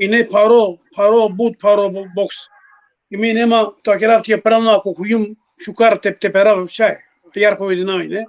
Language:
Balkan Romani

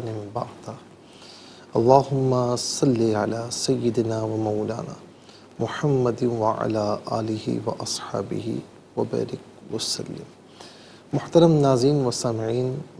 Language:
Urdu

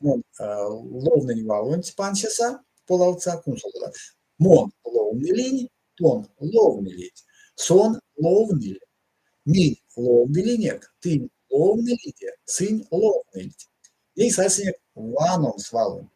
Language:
Erzya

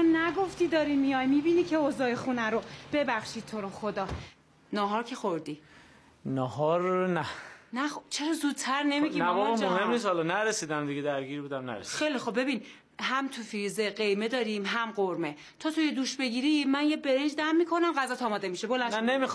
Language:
Persian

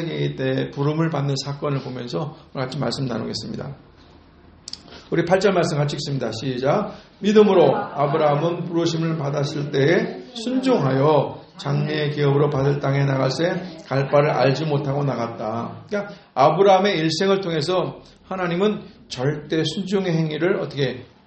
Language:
Korean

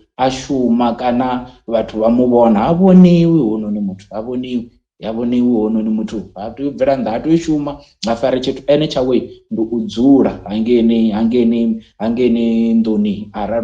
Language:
Venda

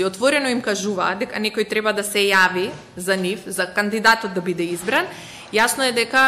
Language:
Macedonian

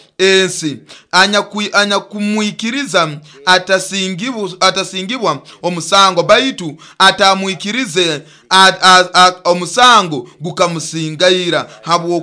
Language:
Nyoro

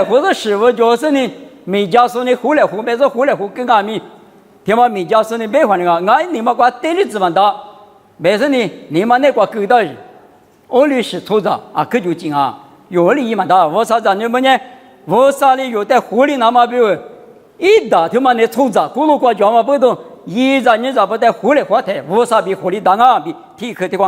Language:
Lisu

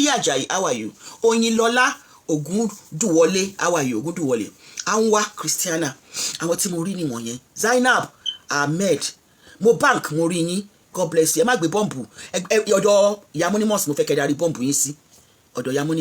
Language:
Yoruba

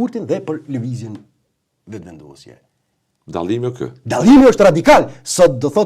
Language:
Albanian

